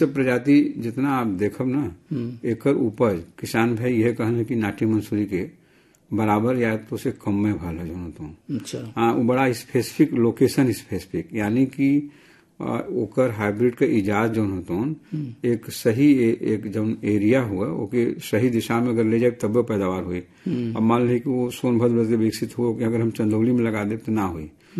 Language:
Bhojpuri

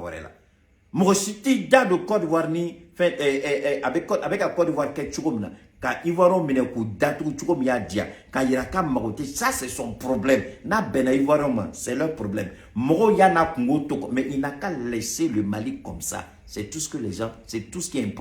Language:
Bambara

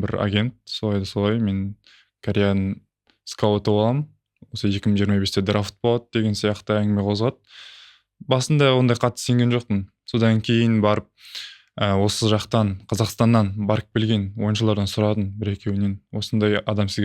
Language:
Kazakh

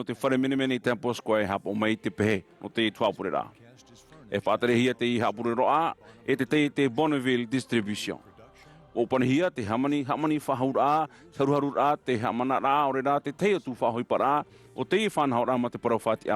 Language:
Tahitian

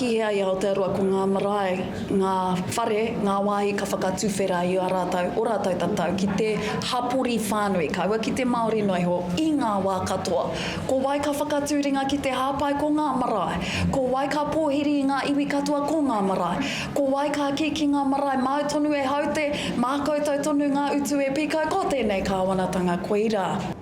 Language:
Māori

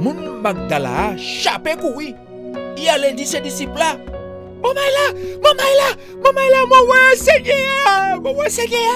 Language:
Guadeloupean Creole French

